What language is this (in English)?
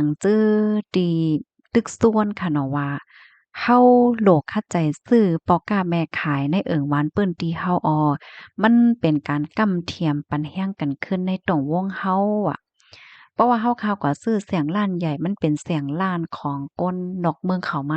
Shan